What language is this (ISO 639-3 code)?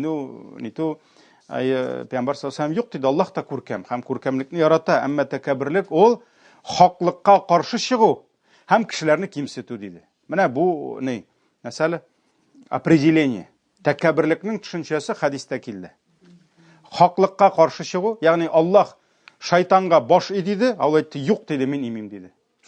tat